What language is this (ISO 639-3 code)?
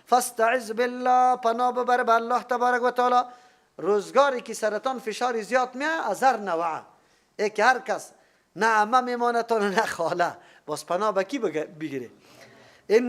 fas